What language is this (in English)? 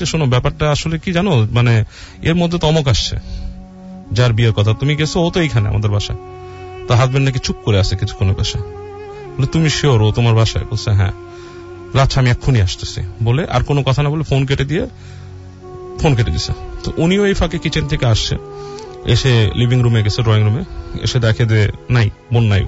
Bangla